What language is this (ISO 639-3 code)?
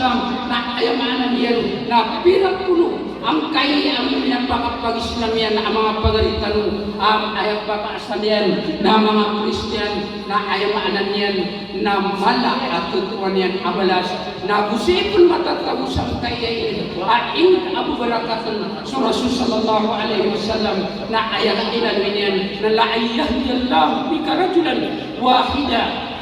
mrw